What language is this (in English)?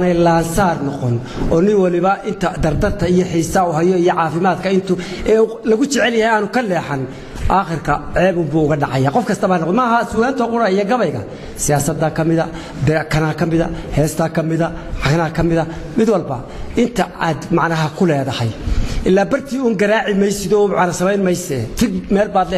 Somali